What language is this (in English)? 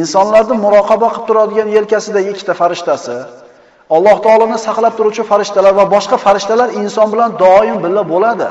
Uzbek